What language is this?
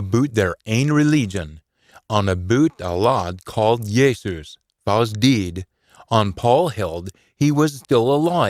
Scots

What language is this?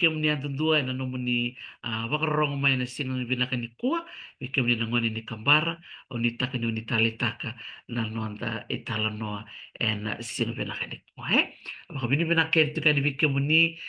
Fijian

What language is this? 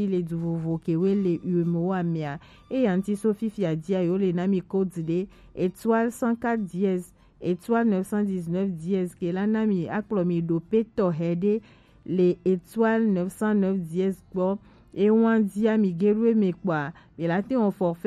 Gen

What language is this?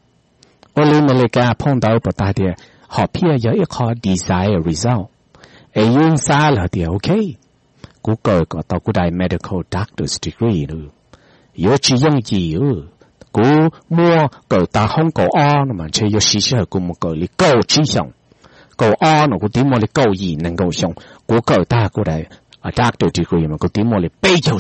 Hmong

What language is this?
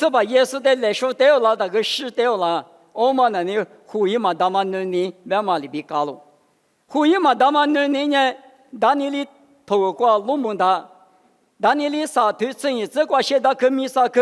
Lisu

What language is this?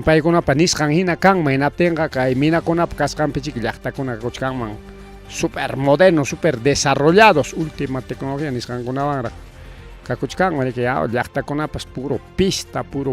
Ayacucho Quechua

